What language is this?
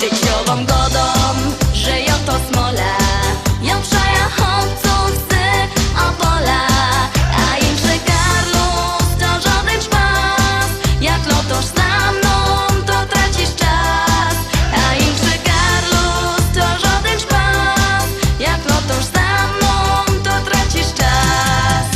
Silesian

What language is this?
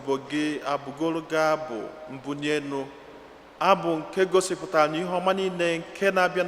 Igbo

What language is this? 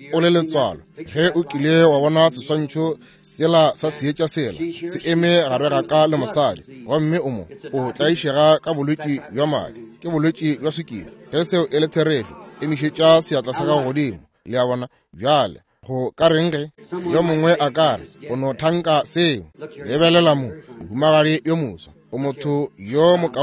Northern Sotho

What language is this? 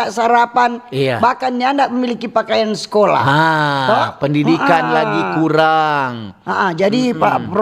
Manado Malay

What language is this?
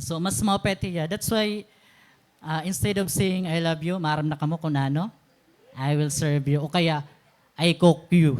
Waray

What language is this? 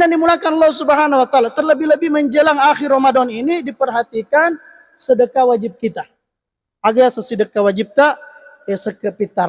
Buginese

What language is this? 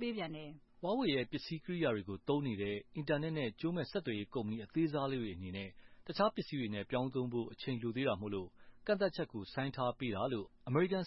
Burmese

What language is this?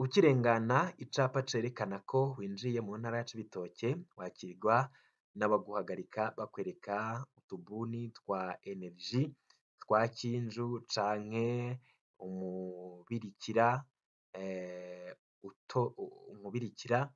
Rundi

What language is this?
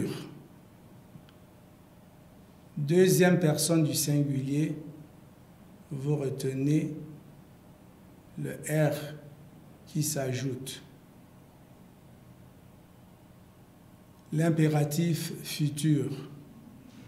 French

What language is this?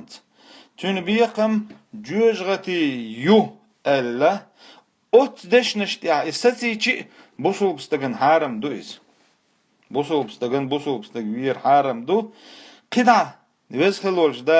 Chechen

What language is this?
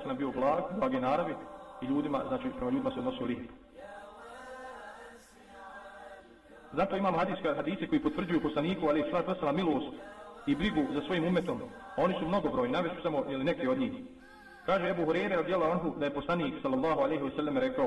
Bosnian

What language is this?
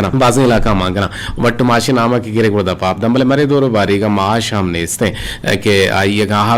Eastern Balochi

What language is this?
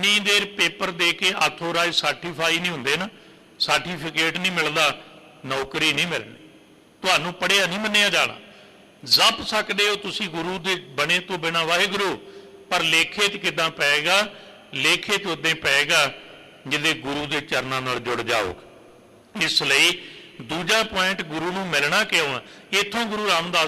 Punjabi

